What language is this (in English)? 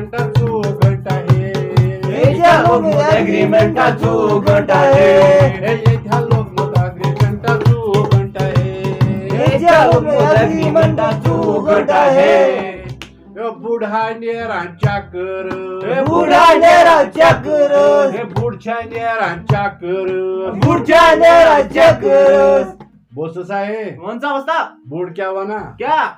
Kashmiri